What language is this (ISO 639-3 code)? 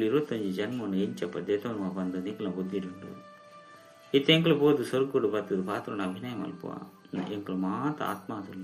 tcy